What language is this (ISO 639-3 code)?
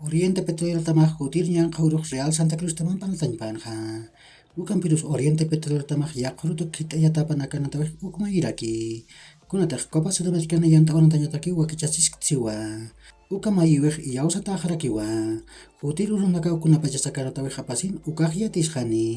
aym